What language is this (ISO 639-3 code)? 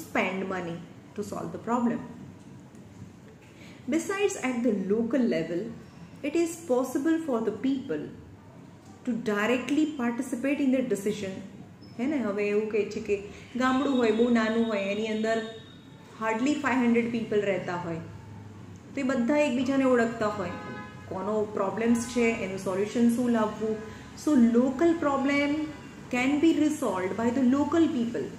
guj